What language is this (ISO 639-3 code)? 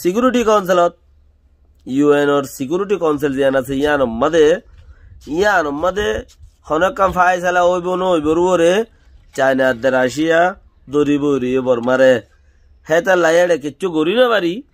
rhg